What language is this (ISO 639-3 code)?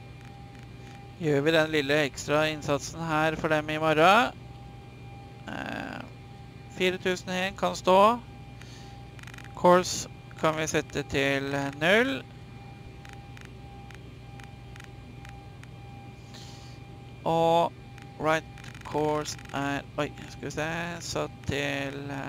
nor